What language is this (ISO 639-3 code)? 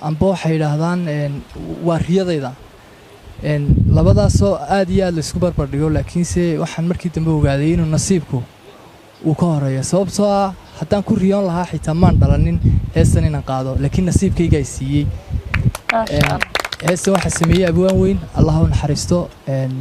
som